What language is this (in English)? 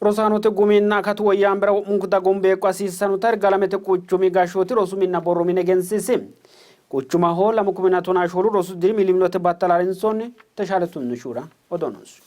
Sidamo